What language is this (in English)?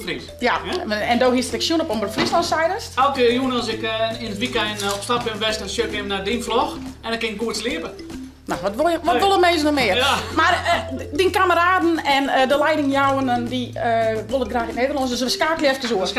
Western Frisian